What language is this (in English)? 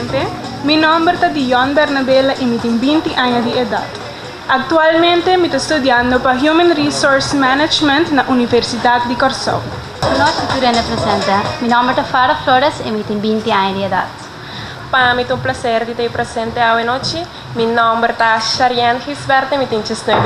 Papiamento